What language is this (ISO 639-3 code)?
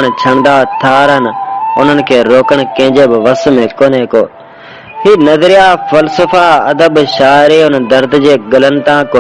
snd